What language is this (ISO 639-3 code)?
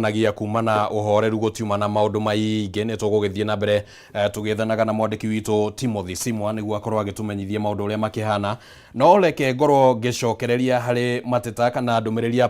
kik